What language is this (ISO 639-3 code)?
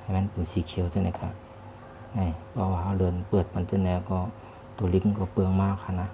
shn